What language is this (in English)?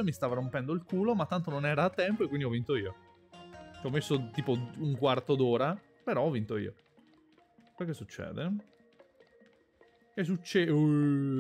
Italian